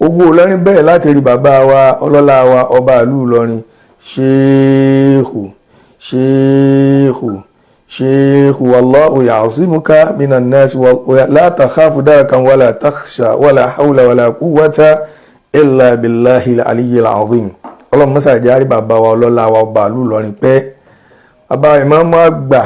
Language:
Yoruba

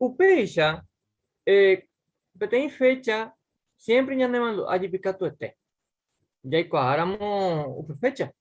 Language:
Guarani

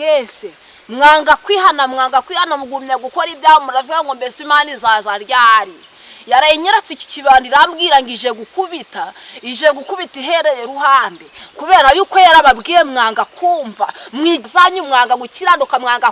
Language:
Kinyarwanda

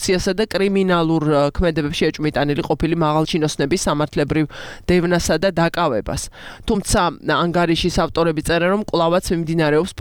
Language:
Georgian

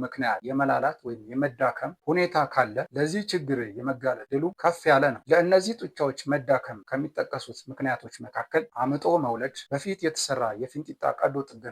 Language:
Amharic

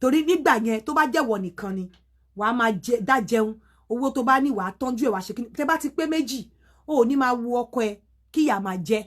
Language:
Yoruba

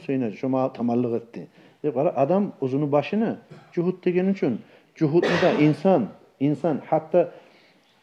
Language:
Kumyk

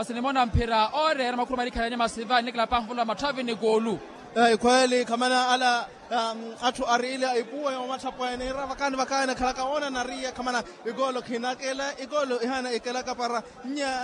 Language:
Makhuwa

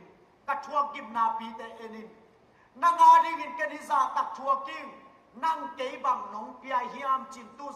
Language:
Tedim Chin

